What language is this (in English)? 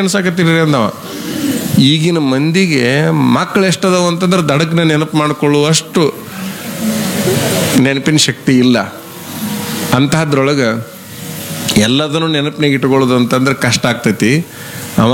Kannada